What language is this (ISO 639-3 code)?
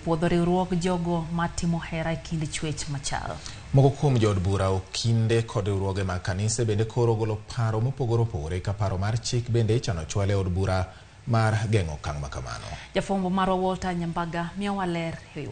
luo